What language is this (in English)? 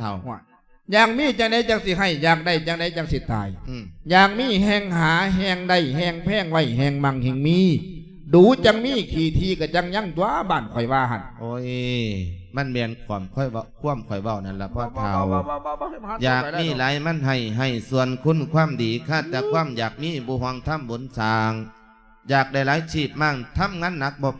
Lao